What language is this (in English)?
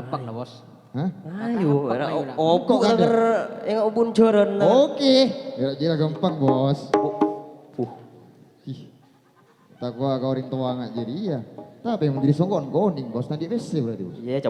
Madurese